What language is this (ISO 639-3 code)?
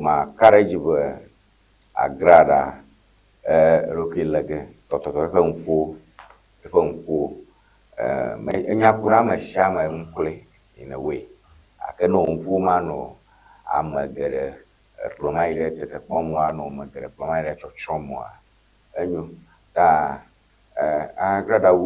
ewe